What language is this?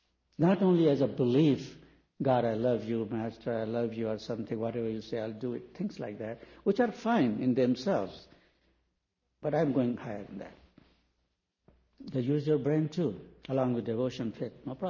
English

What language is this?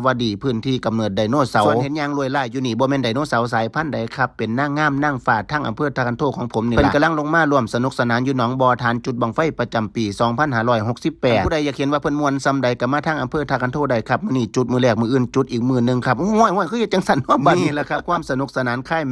Northeastern Thai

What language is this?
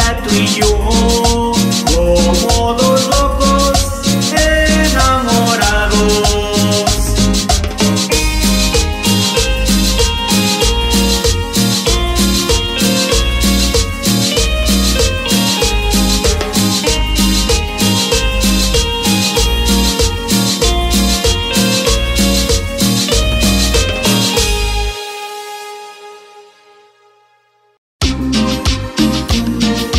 Spanish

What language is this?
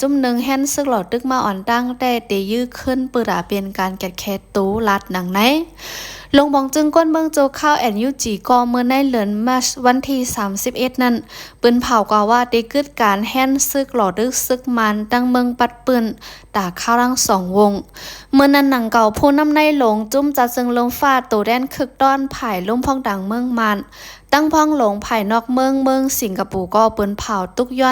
Shan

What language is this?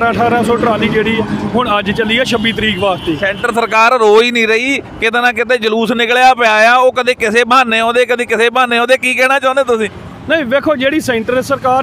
Punjabi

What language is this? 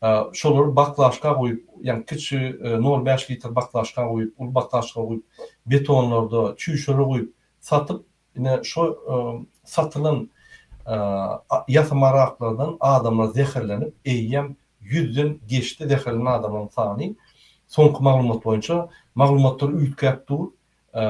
Turkmen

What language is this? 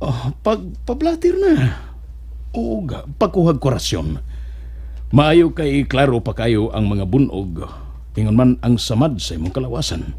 Cebuano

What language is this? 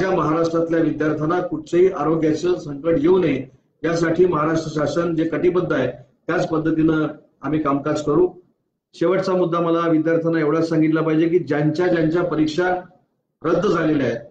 Marathi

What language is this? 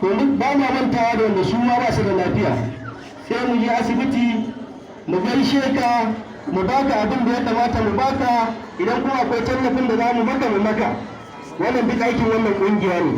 Hausa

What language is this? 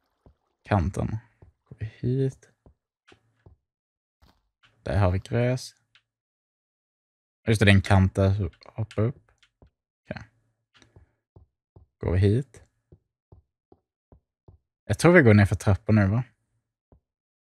Swedish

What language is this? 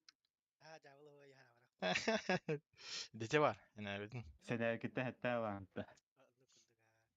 Yakut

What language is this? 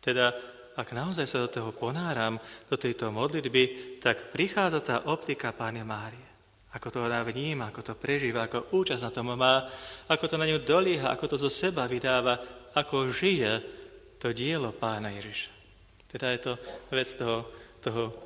Slovak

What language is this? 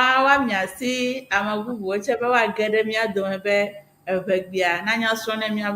Ewe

